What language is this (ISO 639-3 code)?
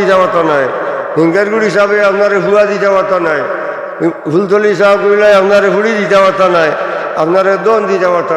syl